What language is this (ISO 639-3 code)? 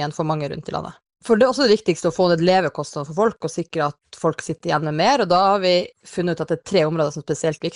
nor